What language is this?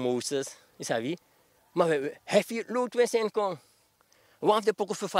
Sranan Tongo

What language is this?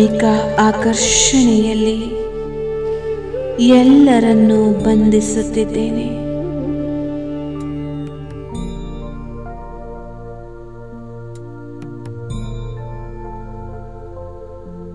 Kannada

